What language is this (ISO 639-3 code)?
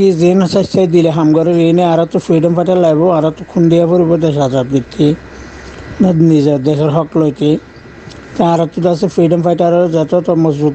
rhg